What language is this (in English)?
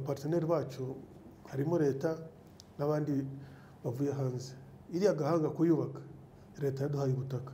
Kinyarwanda